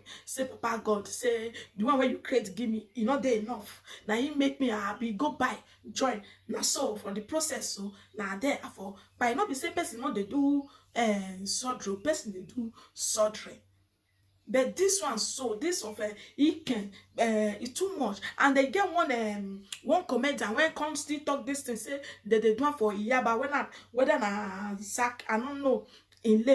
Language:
Nigerian Pidgin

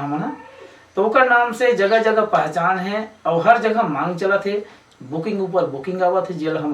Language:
Chhattisgarhi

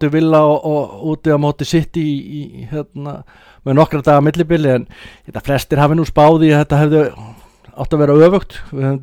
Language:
Icelandic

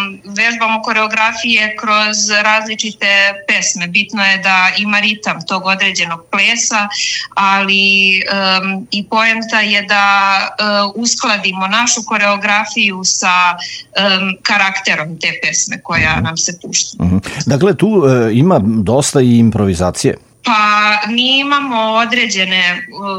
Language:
Serbian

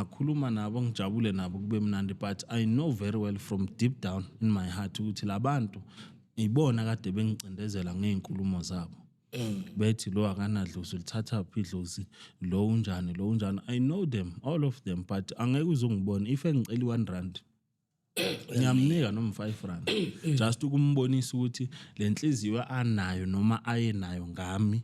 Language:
Zulu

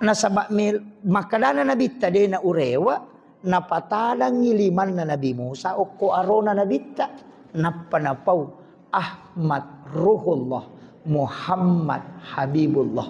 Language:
Buginese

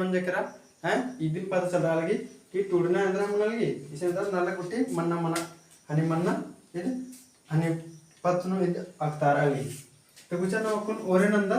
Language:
Kurukh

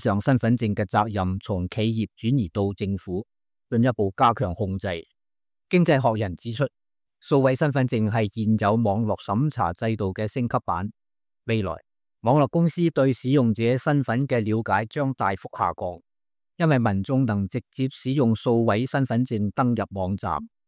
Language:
Cantonese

